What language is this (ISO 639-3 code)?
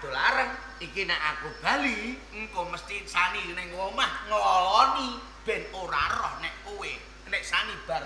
jav